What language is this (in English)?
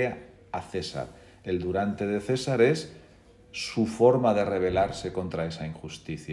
Spanish